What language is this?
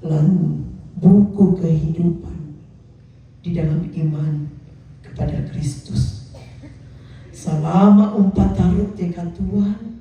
Toraja-Sa'dan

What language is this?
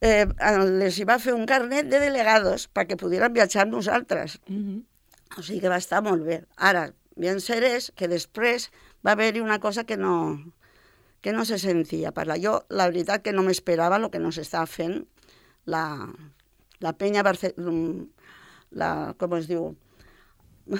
Catalan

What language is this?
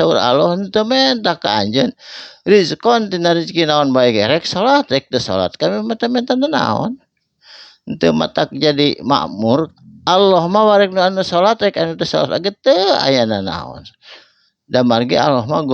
Sundanese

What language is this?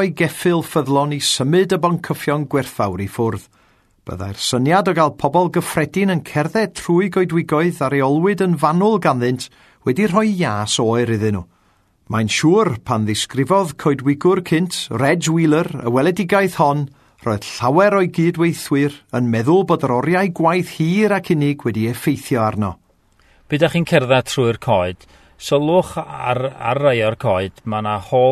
Welsh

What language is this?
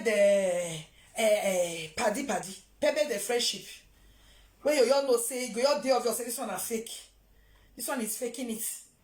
Nigerian Pidgin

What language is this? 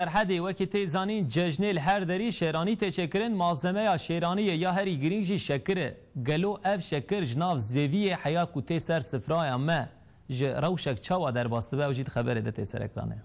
Kurdish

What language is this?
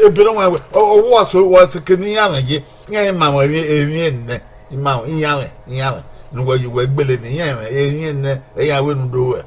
Bini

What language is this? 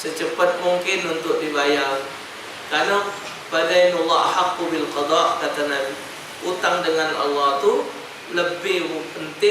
Musi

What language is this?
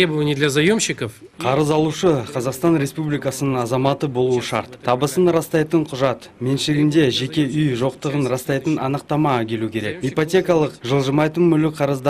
Kazakh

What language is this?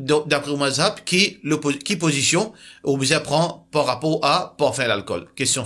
Morisyen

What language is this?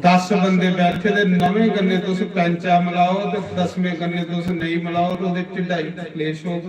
Dogri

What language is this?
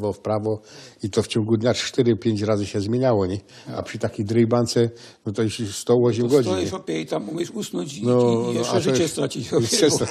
Silesian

